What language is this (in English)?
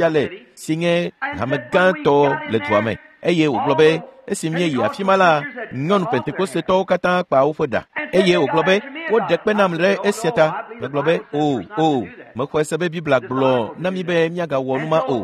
Ewe